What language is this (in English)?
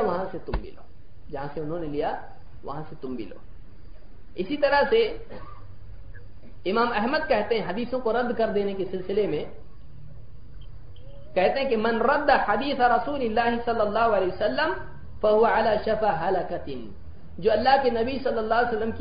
Urdu